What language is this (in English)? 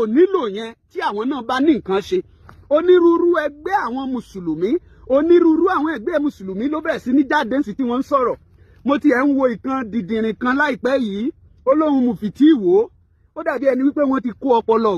Yoruba